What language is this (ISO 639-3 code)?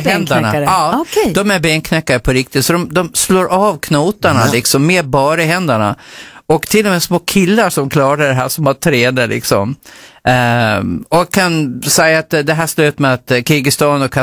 swe